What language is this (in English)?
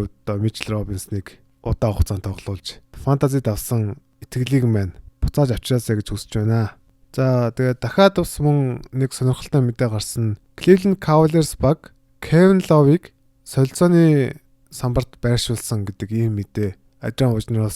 Mongolian